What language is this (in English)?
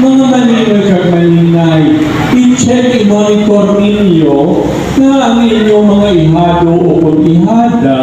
Hiligaynon